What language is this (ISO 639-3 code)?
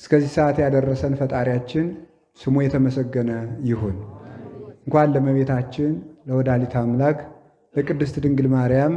amh